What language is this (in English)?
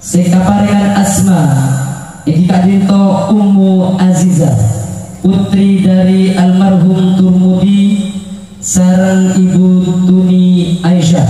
Madurese